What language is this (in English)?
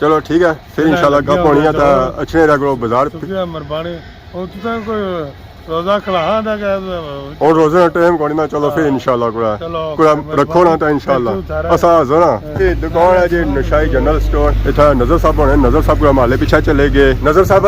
Pahari-Potwari